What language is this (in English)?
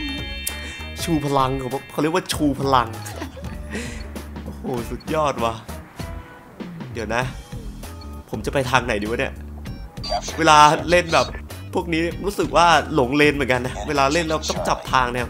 Thai